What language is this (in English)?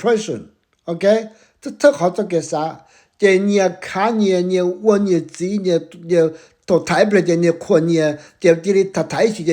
Hmong